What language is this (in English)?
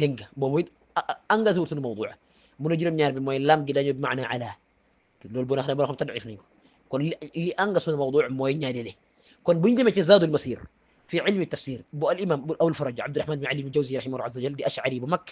Wolof